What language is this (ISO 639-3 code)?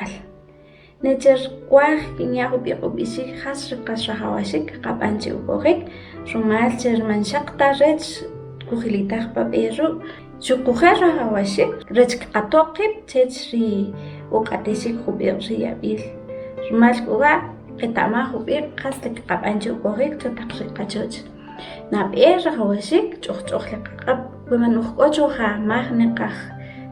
quc